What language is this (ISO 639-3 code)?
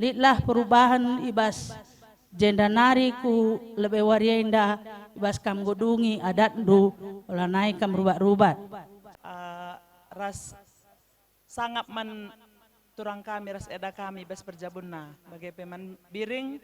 btx